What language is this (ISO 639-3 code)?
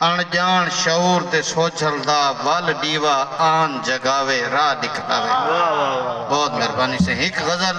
skr